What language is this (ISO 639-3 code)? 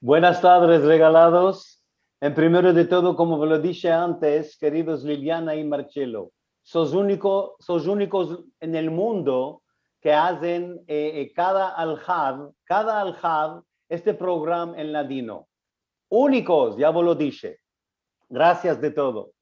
lad